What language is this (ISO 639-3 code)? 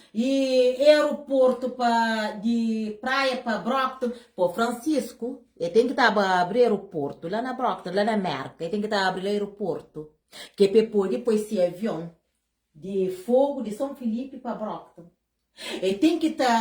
kea